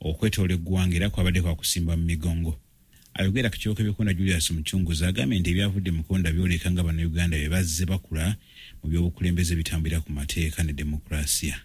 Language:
Ganda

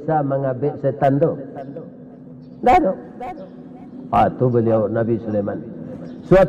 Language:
Malay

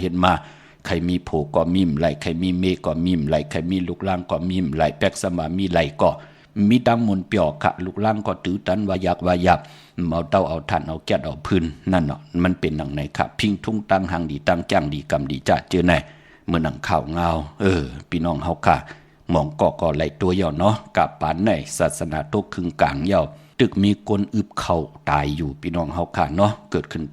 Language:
Shan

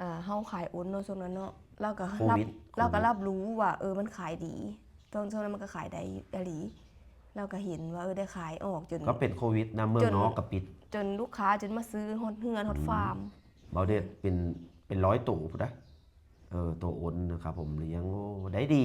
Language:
Lao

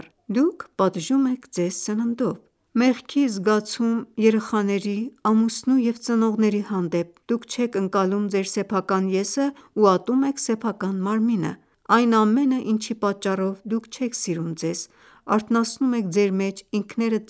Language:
Armenian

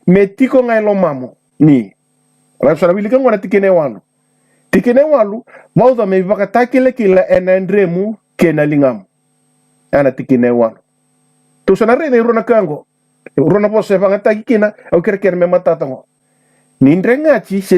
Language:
Fijian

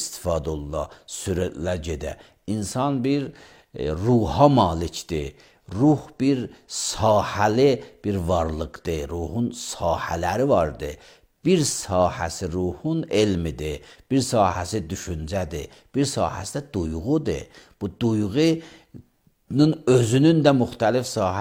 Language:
Azerbaijani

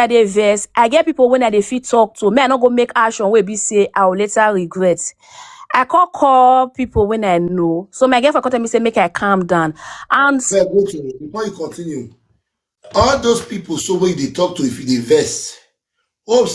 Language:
Nigerian Pidgin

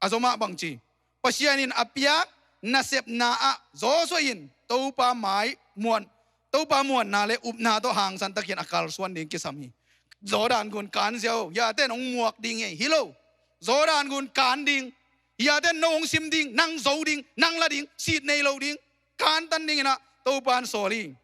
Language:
Tedim Chin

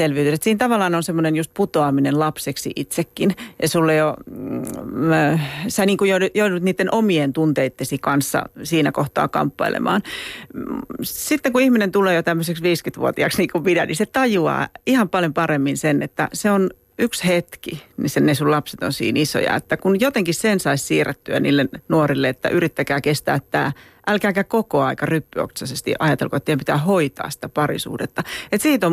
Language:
Finnish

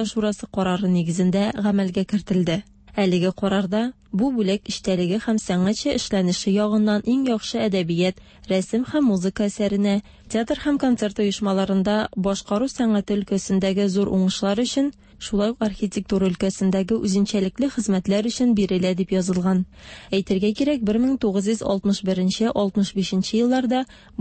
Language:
Tatar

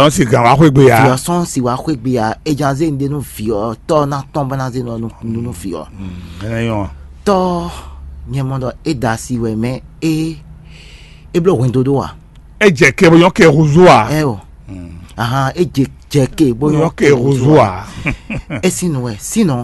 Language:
Fon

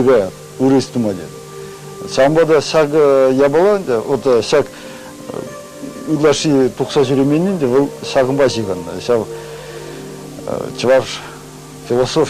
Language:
Chuvash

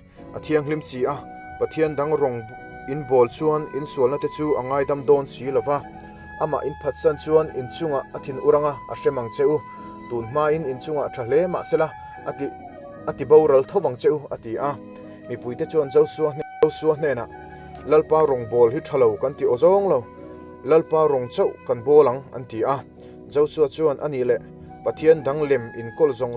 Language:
Mizo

